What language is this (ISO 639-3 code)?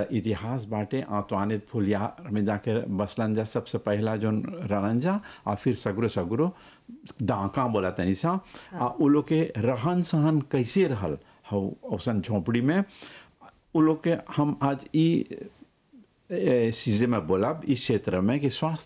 bho